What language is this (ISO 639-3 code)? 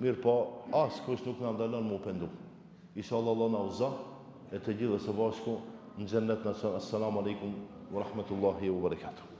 sqi